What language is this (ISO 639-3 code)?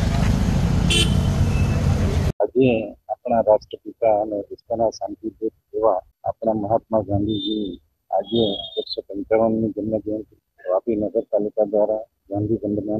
guj